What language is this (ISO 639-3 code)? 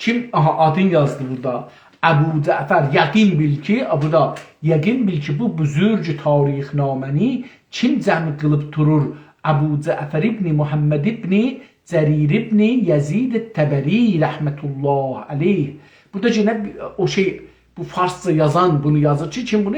azb